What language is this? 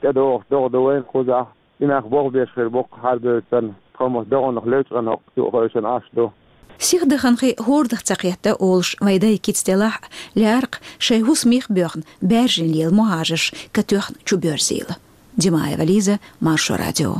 Chechen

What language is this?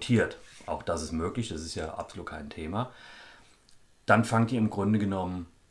German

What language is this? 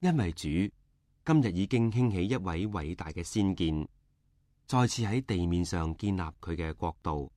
Cantonese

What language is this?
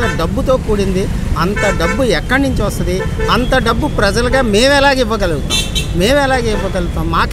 Telugu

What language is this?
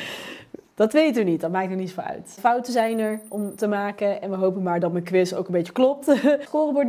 Dutch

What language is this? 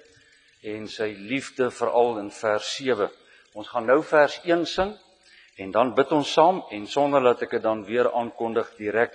Afrikaans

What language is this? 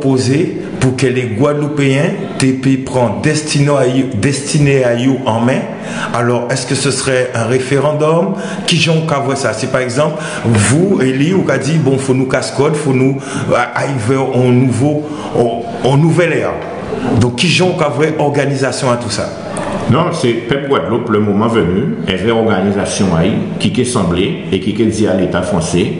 Guadeloupean Creole French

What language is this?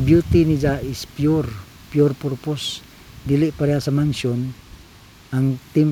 Cebuano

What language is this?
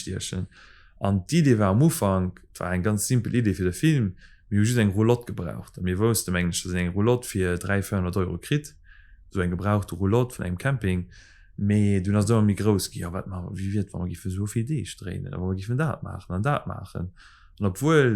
Luxembourgish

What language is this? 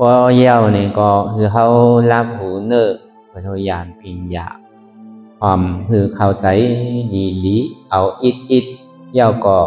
Shan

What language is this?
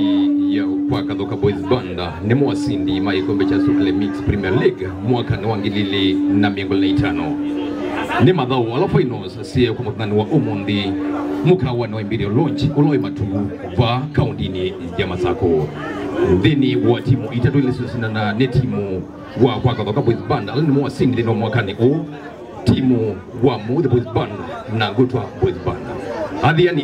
Kamba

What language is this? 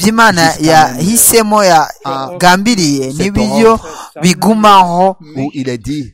Kinyarwanda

